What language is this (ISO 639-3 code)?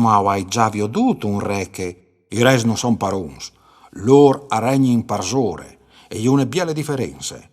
fur